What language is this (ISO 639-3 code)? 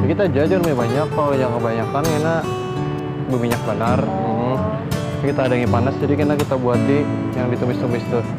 bjn